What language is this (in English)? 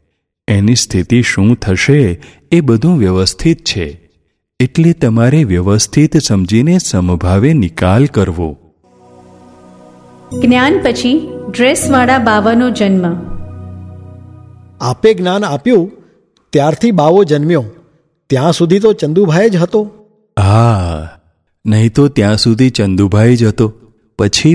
Gujarati